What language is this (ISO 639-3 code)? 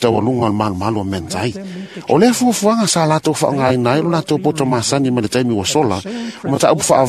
smo